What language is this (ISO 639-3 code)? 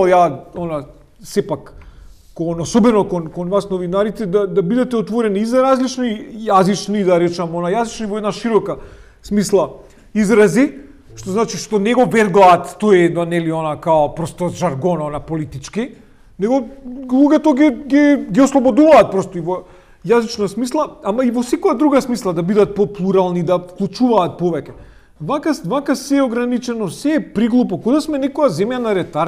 mkd